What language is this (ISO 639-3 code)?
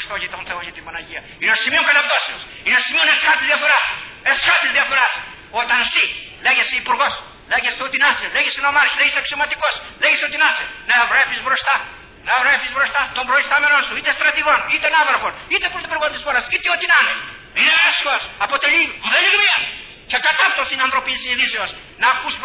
ell